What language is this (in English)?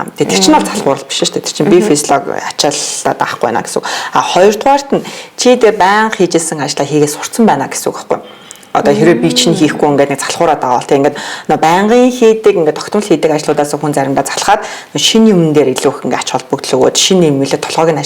Mongolian